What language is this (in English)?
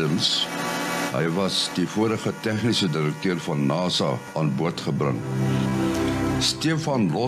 Afrikaans